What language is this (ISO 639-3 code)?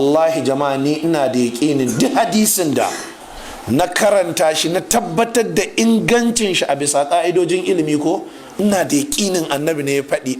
hau